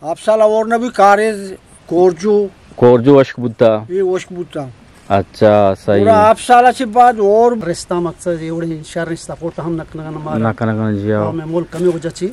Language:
Eastern Balochi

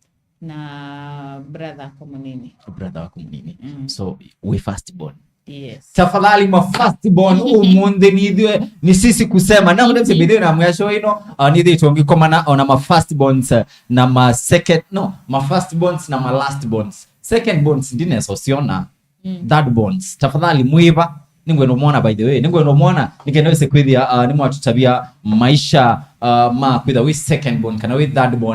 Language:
Kamba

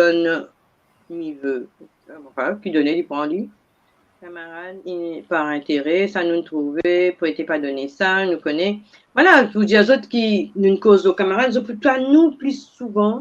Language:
Morisyen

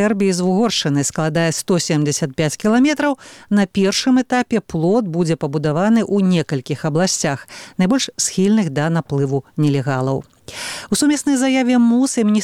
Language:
Belarusian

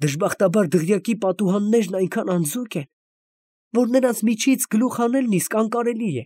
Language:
Armenian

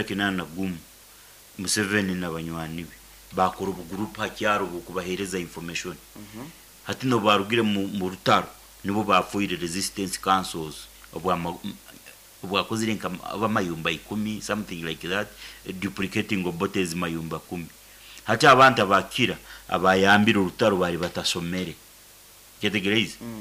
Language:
Nyoro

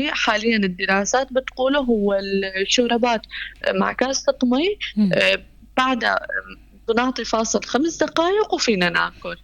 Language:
North Levantine Arabic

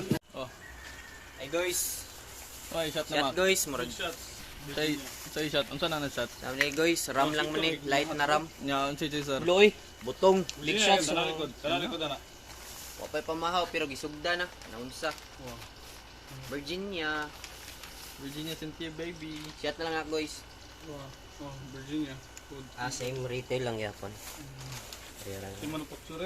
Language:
Cebuano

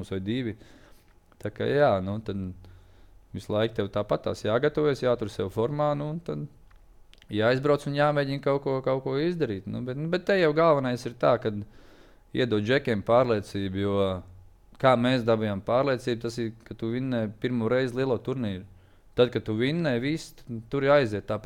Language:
Latvian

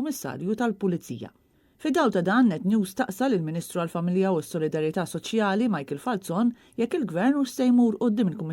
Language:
Maltese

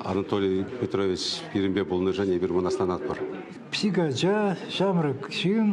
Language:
Chuvash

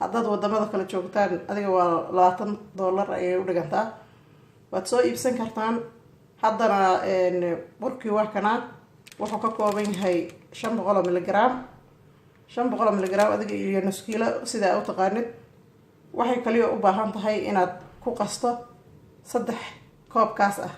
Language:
Somali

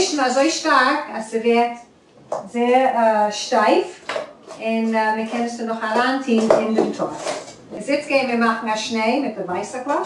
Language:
Yiddish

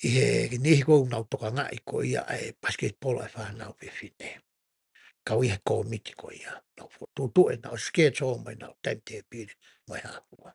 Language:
Tongan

